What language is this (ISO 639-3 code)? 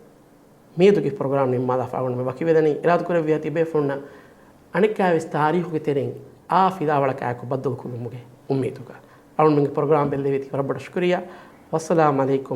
div